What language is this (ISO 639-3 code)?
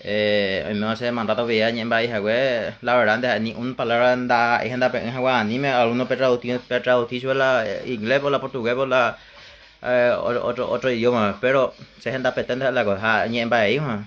grn